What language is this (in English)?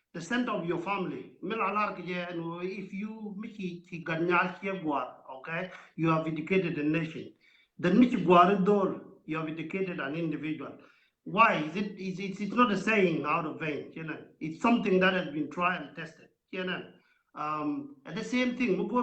Nuer